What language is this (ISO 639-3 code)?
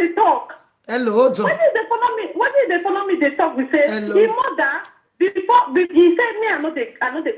pcm